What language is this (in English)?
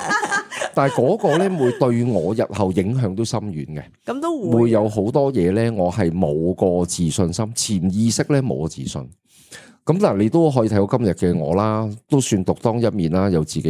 Cantonese